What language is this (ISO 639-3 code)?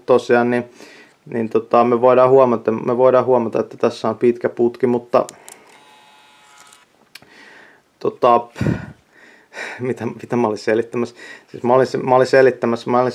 fin